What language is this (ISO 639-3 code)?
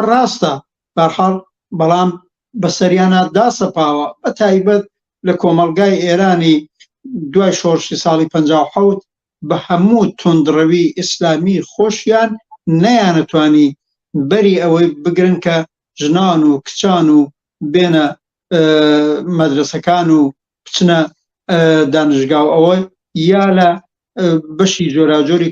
ckb